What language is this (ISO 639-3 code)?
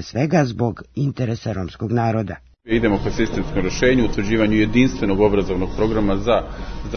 srp